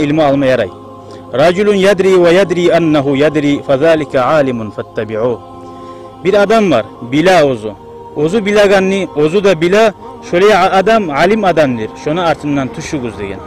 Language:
Kumyk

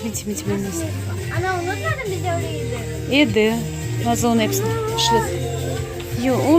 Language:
Crimean Tatar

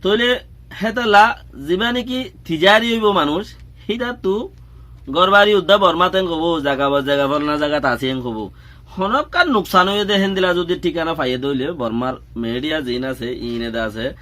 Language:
Rohingya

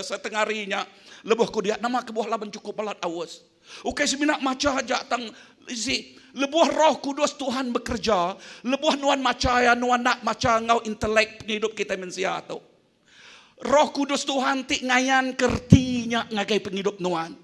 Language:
Iban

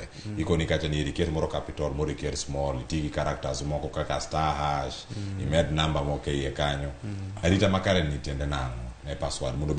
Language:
Luo (Kenya and Tanzania)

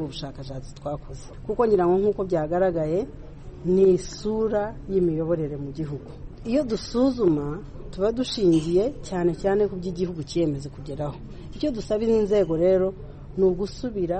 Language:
Kinyarwanda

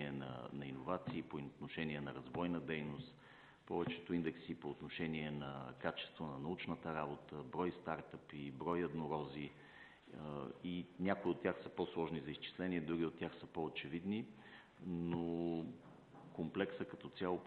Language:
Bulgarian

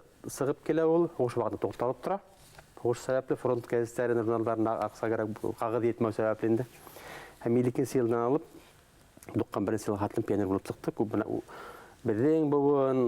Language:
Bashkir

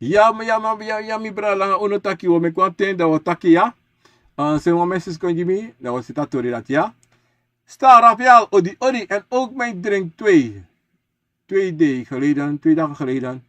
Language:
Sranan Tongo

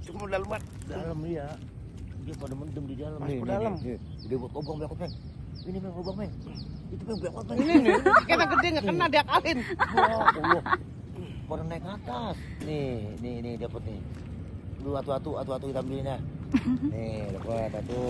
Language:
Betawi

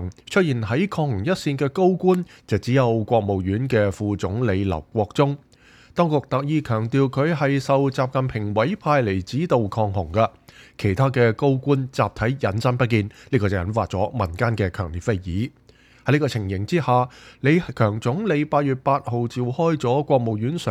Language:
Cantonese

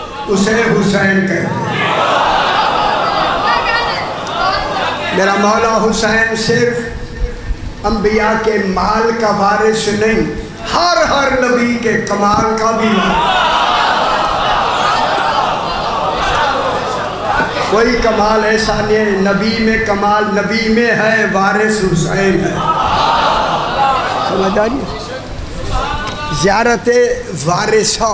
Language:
Urdu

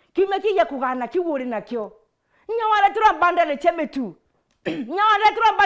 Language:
Meru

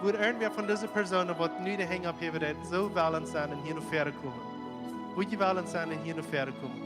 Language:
Plautdietsch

